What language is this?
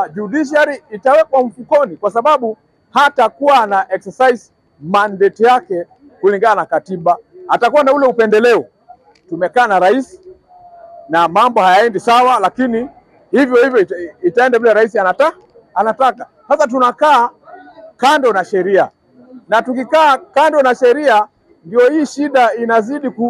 Swahili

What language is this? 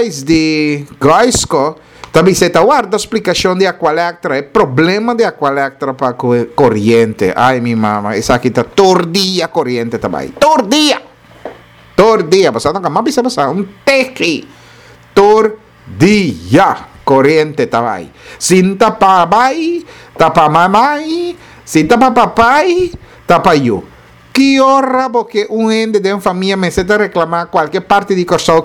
Papiamento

